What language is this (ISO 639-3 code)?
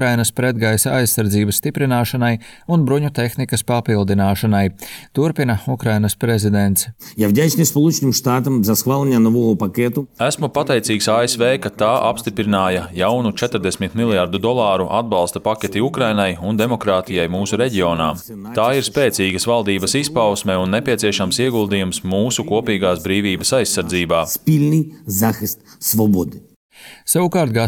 lav